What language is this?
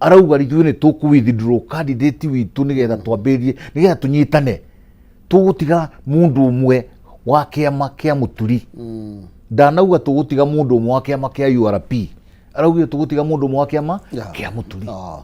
Kikuyu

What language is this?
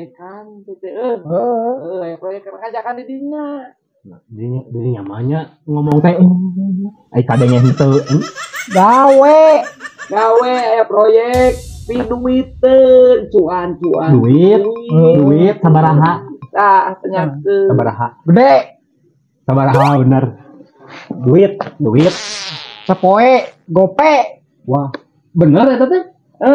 Sundanese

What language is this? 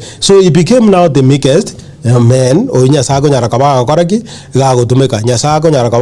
Gusii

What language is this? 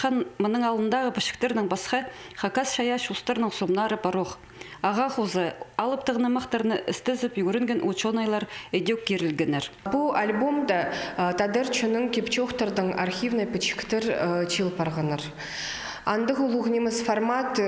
Khakas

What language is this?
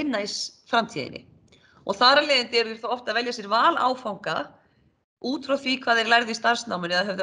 Icelandic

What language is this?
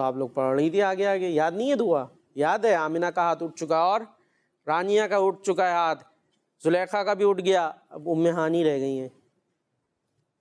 Urdu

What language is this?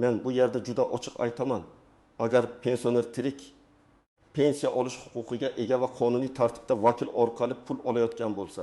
Uzbek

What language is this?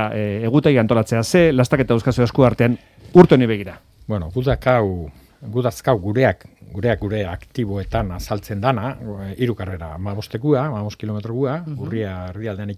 Basque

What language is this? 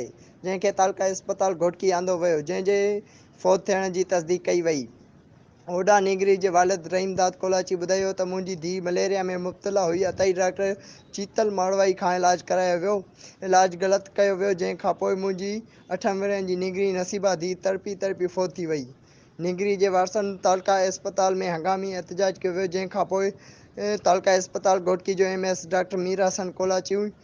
Sindhi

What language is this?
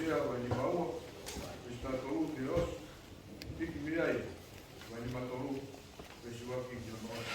Tongan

